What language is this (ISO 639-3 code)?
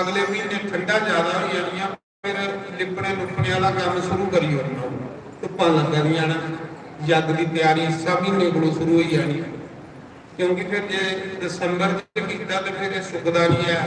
doi